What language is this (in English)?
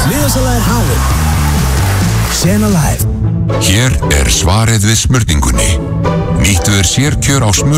Icelandic